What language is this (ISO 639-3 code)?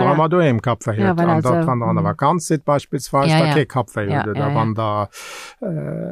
ltz